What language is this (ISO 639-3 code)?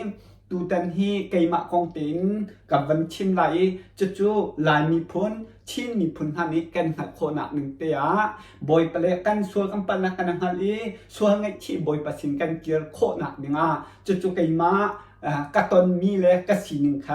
cnh